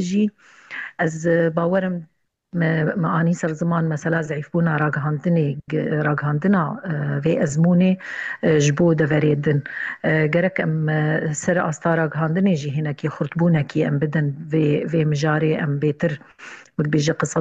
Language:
Kurdish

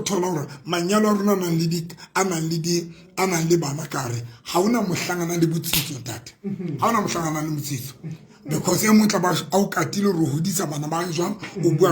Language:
Southern Sotho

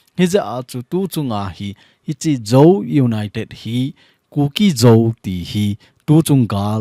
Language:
Thado Chin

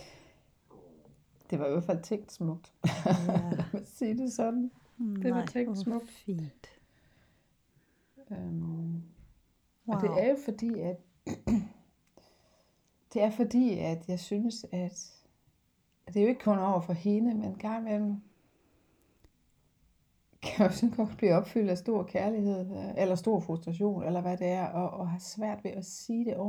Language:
Danish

